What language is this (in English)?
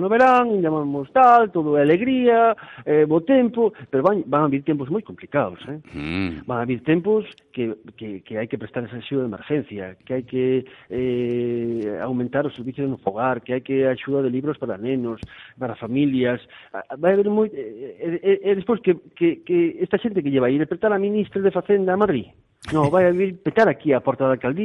Galician